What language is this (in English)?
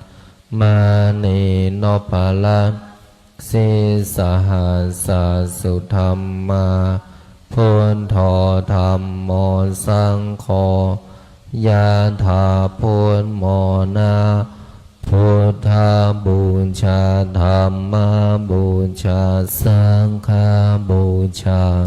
Pali